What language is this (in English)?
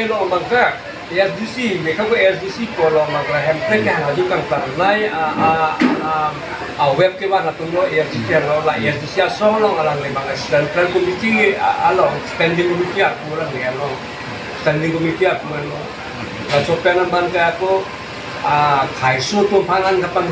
Karbi